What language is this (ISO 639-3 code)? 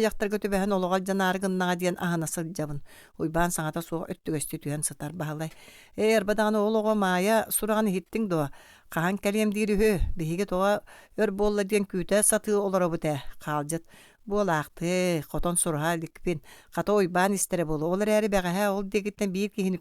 sah